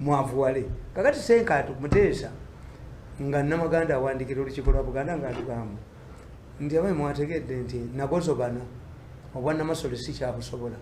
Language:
Ganda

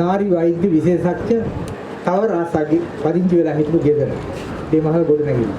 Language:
Sinhala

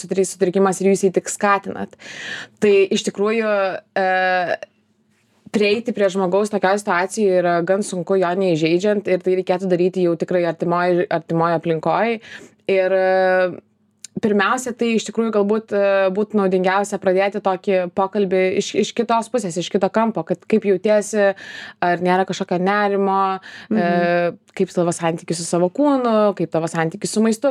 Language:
Lithuanian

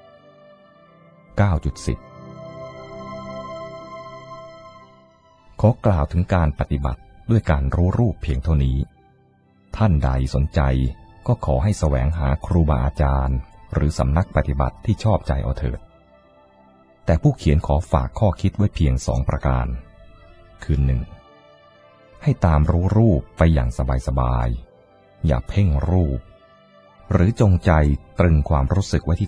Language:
Thai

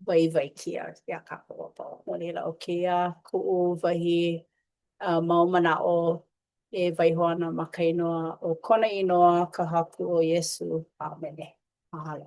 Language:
Hawaiian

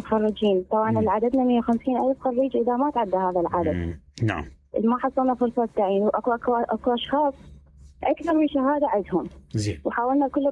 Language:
Mesopotamian Arabic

